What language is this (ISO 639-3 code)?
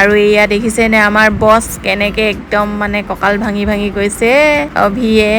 asm